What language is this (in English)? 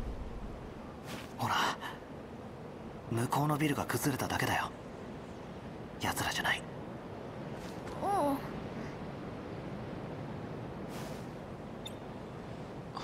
Japanese